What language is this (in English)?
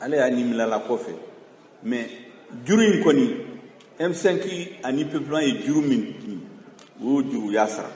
Bambara